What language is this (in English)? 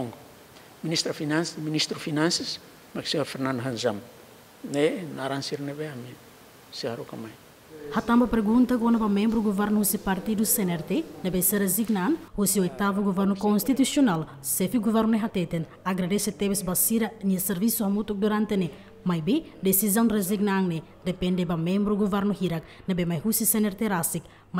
Tetum